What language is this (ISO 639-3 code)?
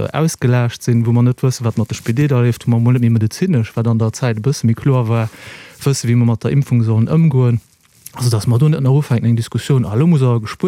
ltz